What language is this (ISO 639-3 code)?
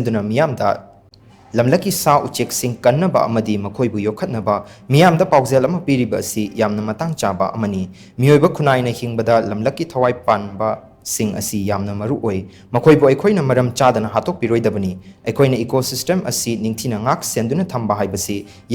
mni